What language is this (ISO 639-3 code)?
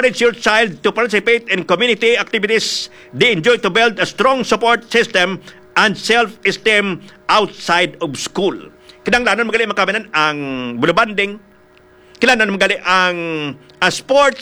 hil